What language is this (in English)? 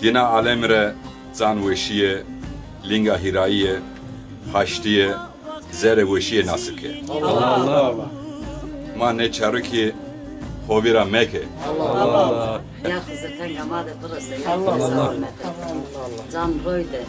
Zaza